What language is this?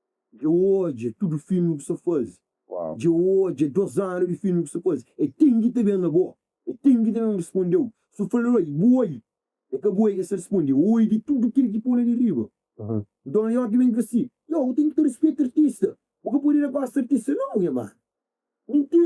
Kabuverdianu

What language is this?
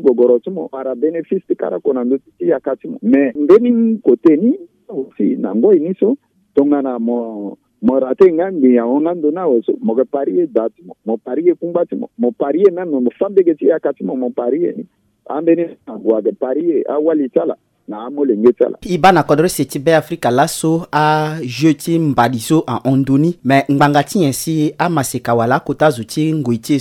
Sango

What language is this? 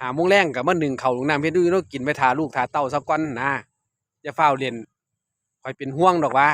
Northeastern Thai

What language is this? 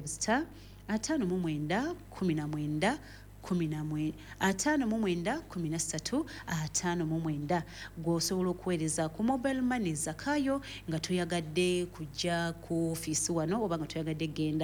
Ganda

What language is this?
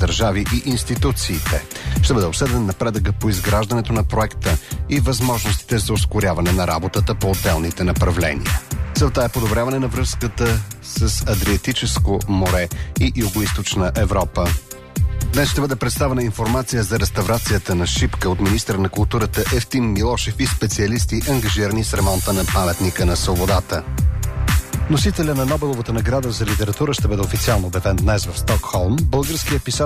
Bulgarian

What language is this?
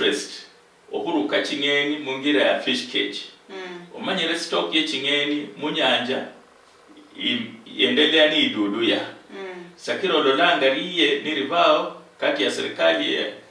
Luyia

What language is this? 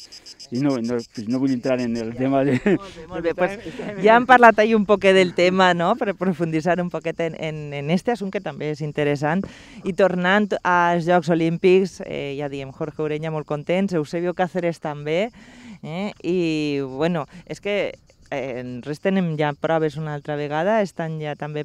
Catalan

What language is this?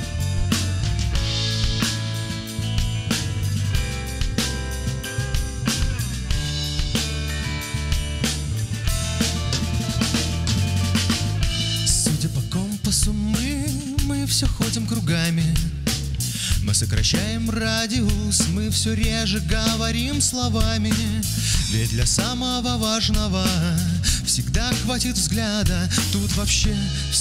Russian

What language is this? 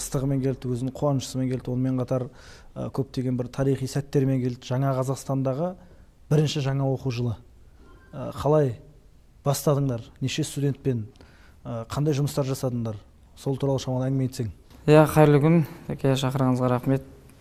Kazakh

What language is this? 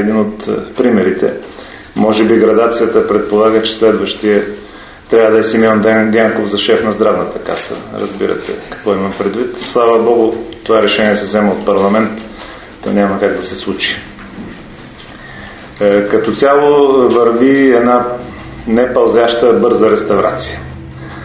Bulgarian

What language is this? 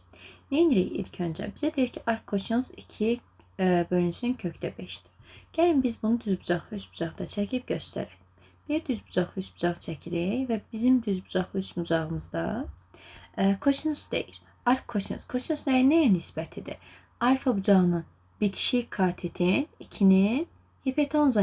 Azerbaijani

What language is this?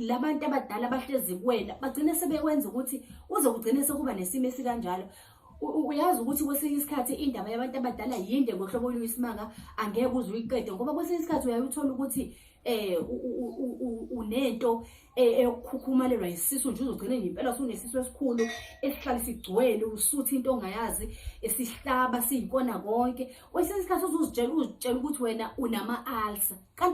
Zulu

